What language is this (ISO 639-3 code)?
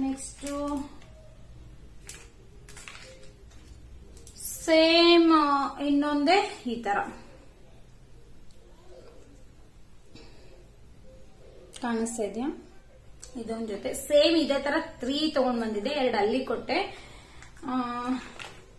kan